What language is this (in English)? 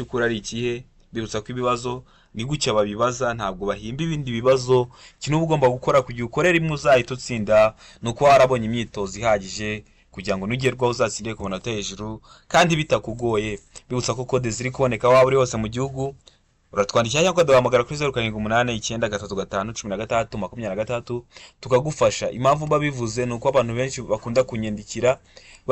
Kinyarwanda